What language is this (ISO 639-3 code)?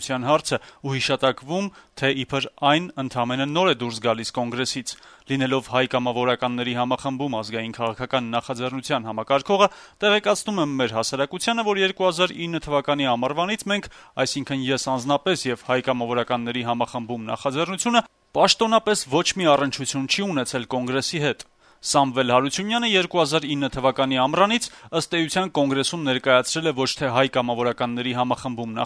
hye